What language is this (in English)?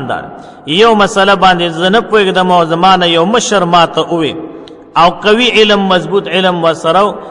Pashto